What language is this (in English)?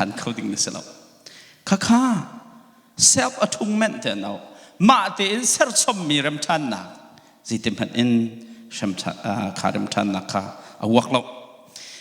Hakha Chin